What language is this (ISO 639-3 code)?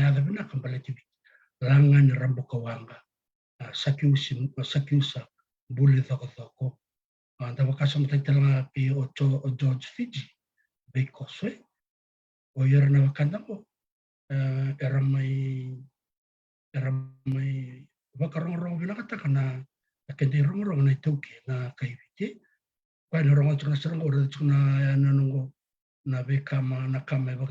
fij